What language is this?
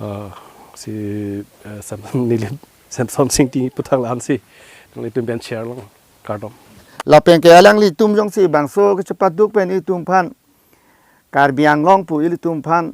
Karbi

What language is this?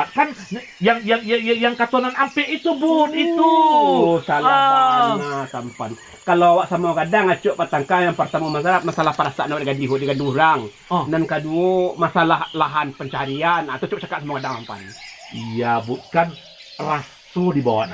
Minangkabau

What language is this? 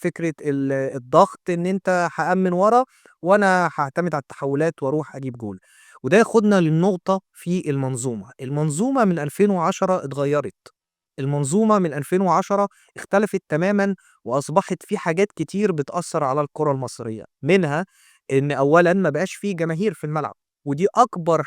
Egyptian Arabic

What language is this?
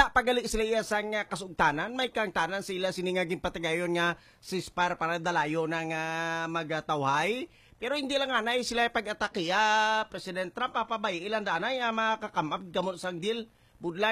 Hiligaynon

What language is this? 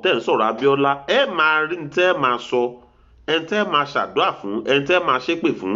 Yoruba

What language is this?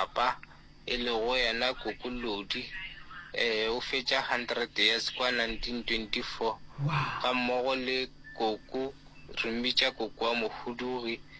Northern Sotho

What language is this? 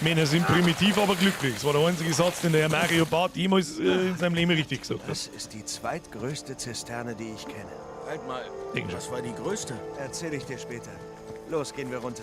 Bavarian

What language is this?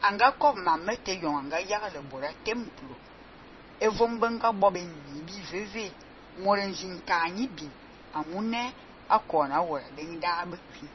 Fang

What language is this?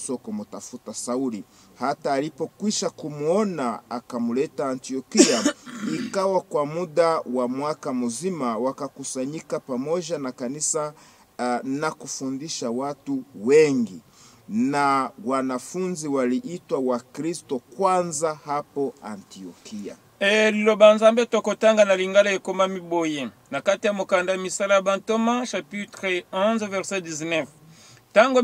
Swahili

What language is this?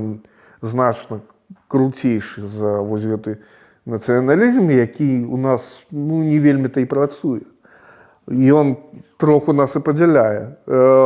Belarusian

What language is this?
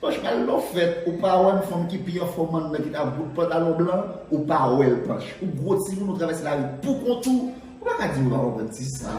Haitian Creole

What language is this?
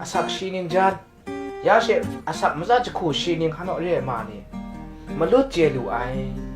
Kachin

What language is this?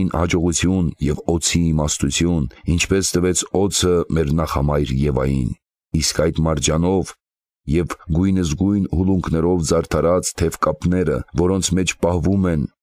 Armenian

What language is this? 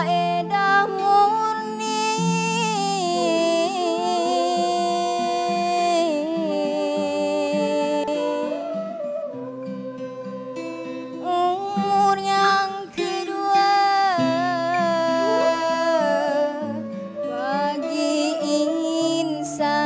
Malay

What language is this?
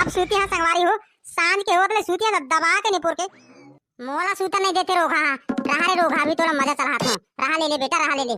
Chhattisgarhi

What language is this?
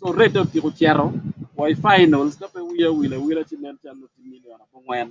Acoli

